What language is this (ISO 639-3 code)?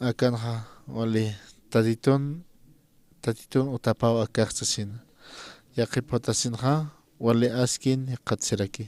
aym